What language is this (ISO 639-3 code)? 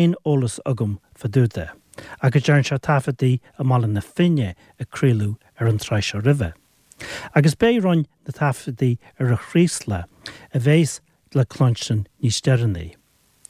gle